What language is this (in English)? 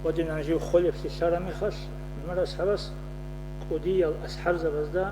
Avaric